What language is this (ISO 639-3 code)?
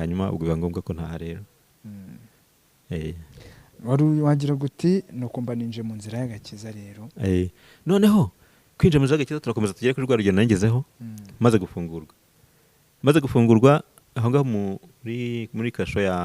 kin